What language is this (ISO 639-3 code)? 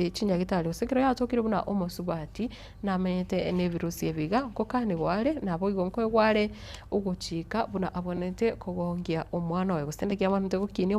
guz